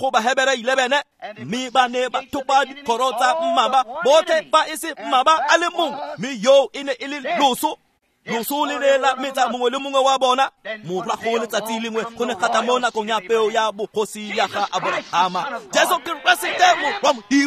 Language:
Tswana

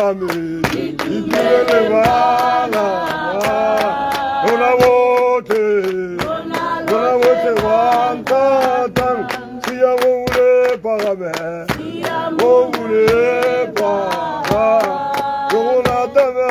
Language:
Tswana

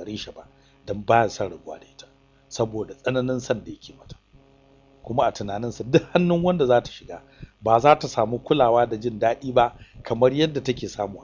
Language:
Hausa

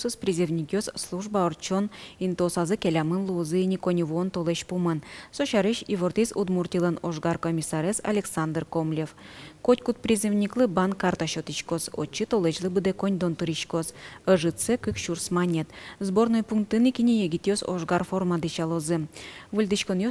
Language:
Udmurt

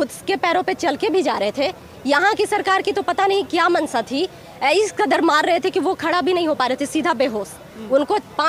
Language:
Hindi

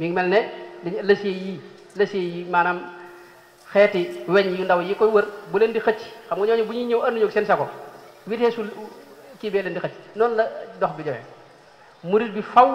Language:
Wolof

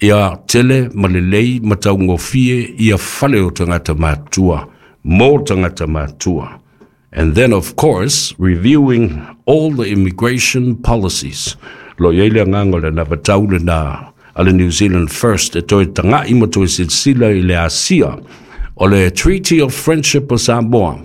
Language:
Samoan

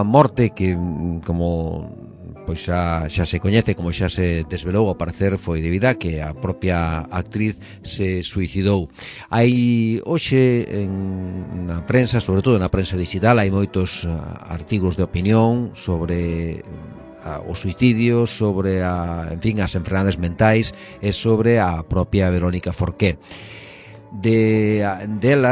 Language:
Galician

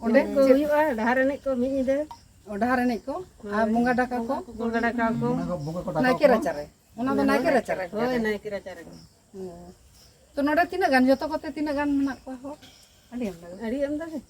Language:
Santali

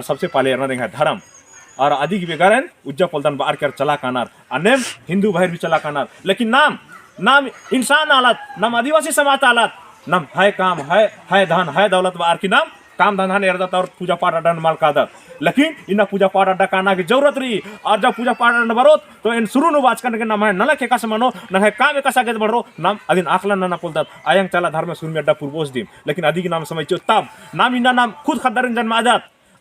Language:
Kurukh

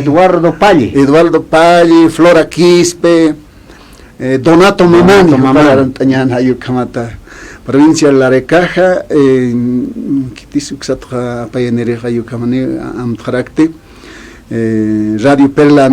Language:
Aymara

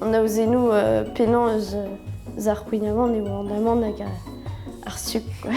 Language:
Breton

